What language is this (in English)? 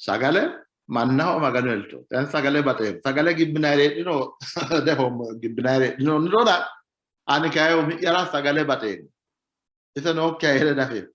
Sidamo